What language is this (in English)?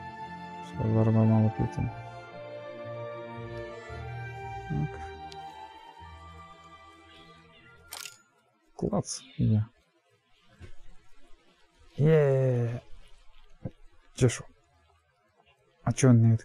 Ukrainian